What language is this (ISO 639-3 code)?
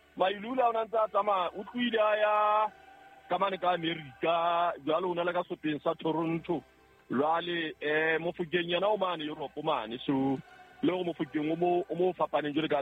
sot